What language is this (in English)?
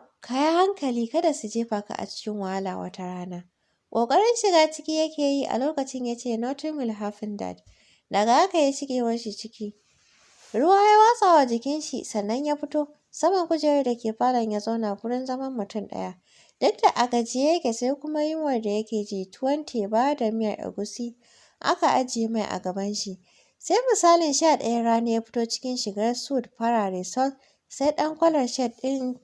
Hausa